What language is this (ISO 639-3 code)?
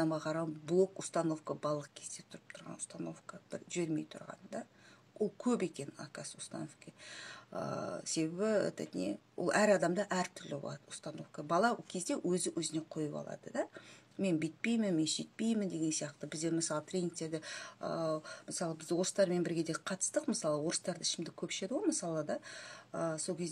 kaz